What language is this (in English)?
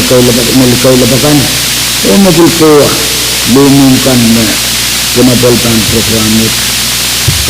Pohnpeian